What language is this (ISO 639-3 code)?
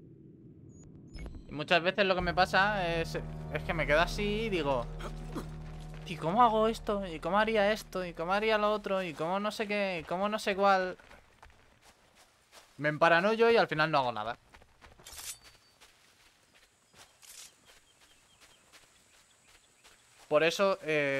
spa